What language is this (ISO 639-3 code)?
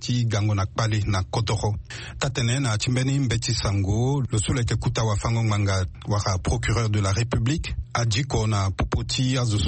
sag